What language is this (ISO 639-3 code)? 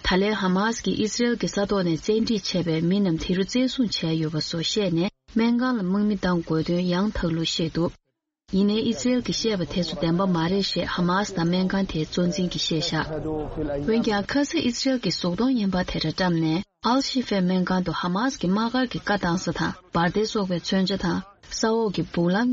bod